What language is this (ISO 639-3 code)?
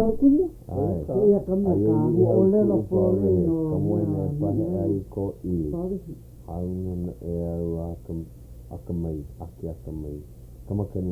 haw